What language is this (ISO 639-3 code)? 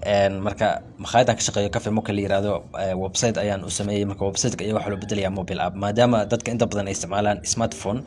som